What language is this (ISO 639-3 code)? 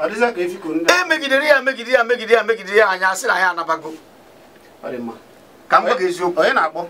ibo